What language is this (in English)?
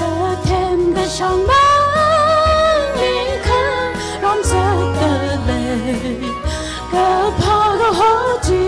Tangkhul Naga (India)